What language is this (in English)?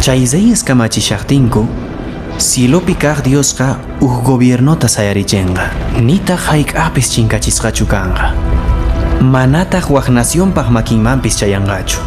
Quechua